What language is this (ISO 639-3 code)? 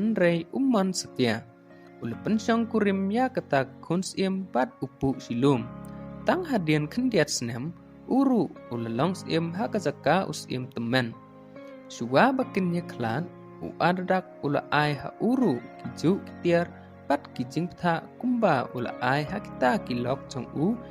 kha